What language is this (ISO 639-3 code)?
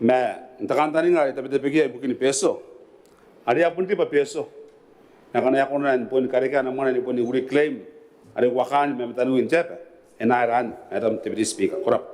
gil